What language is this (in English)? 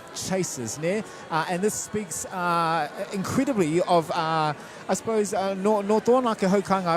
Māori